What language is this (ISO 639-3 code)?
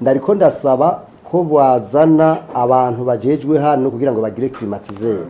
run